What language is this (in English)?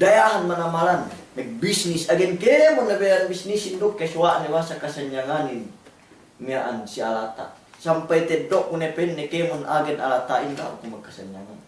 Yakan